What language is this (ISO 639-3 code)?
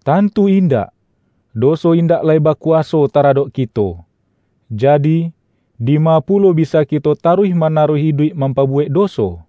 min